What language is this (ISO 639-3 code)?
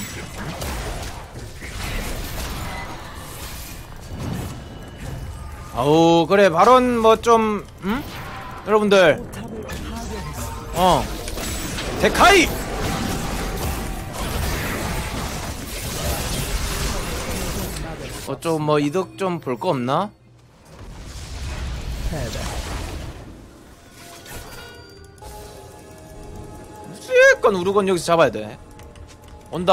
kor